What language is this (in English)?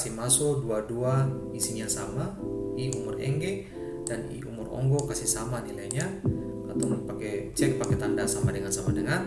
Ambonese Malay